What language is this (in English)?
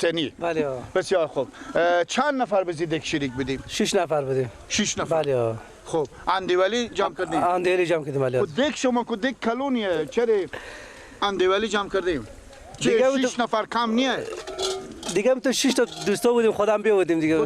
Persian